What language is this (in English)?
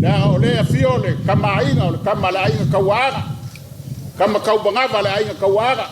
Samoan